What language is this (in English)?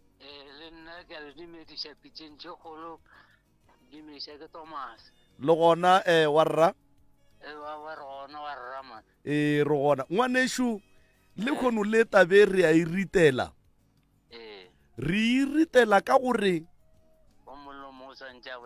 Northern Sotho